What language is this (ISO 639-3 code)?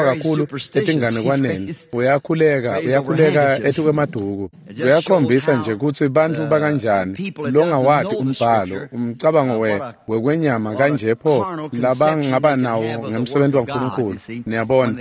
ssw